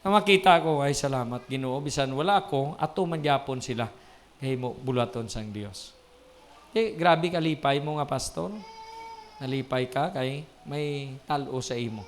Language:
Hiligaynon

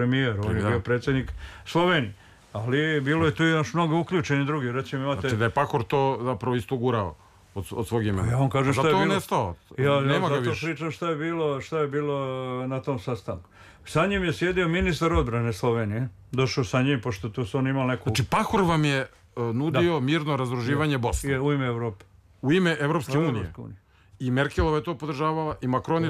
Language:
Serbian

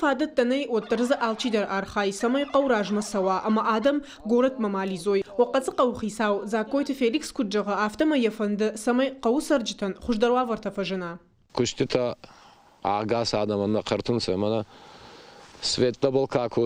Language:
Ossetic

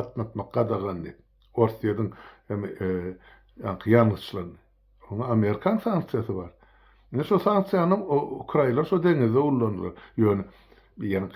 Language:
Turkmen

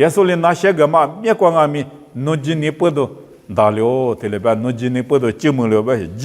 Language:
Lisu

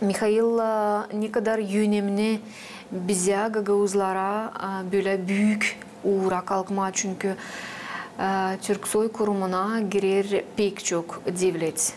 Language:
Gagauz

